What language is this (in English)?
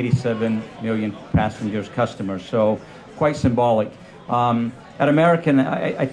English